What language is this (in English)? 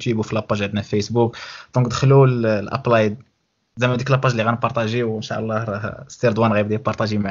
Moroccan Arabic